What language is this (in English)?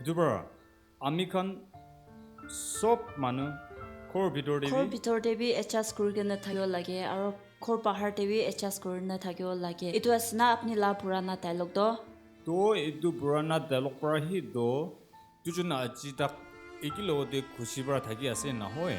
Naga Pidgin